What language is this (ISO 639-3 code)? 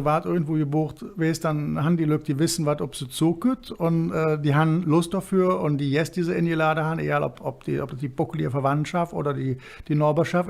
ksh